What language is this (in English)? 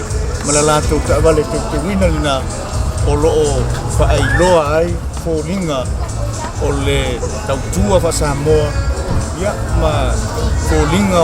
Samoan